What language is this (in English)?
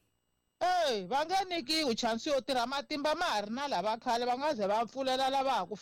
Tsonga